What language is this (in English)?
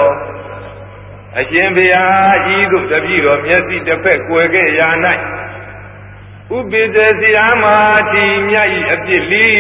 Burmese